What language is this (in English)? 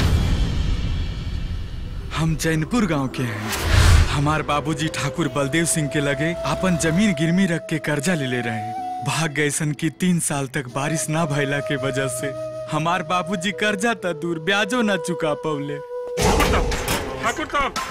Bhojpuri